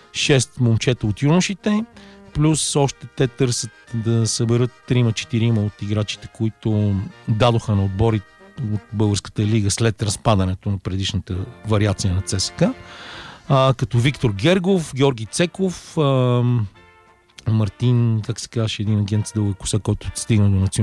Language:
Bulgarian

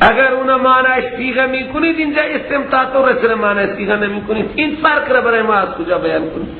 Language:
Persian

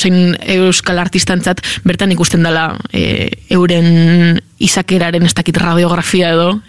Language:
Basque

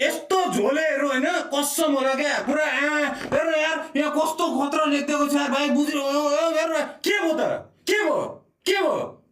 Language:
Nepali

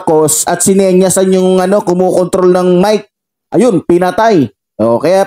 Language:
Filipino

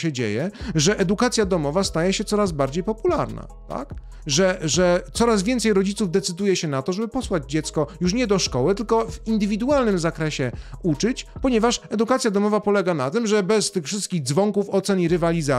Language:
Polish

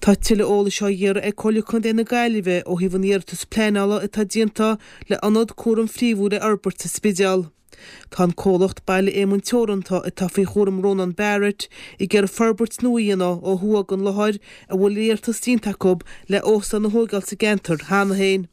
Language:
Irish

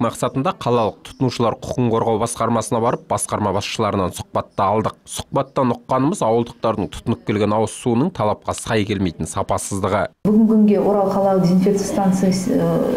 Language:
Kazakh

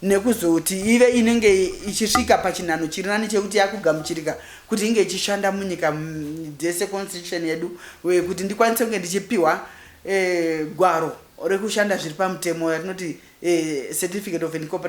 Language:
Shona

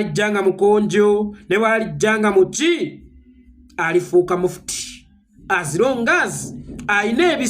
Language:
Ganda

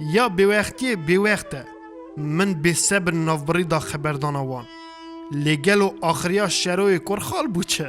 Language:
Kurdish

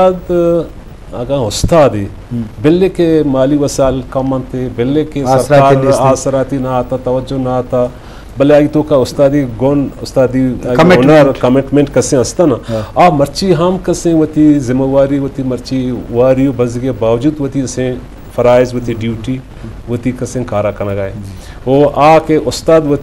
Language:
Eastern Balochi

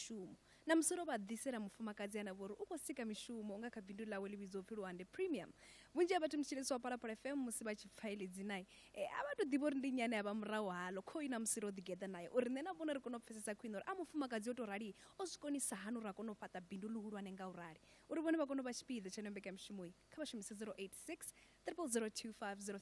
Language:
Venda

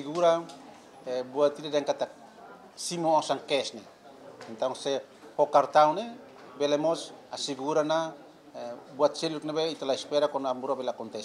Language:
Tetum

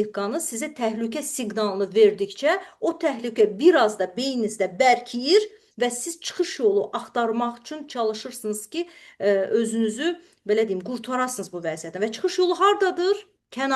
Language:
Azerbaijani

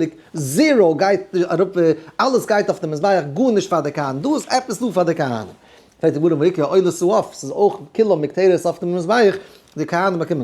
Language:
Yiddish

